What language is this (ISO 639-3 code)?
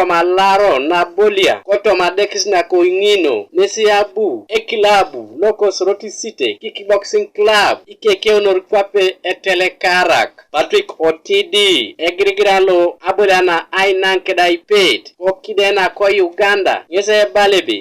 teo